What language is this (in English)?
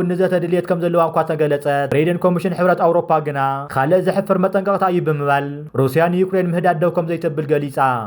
Tigrinya